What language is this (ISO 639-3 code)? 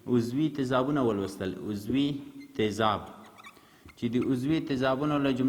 pus